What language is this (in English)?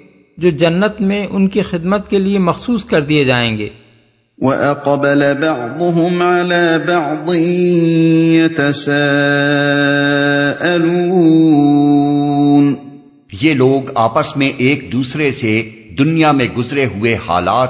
Urdu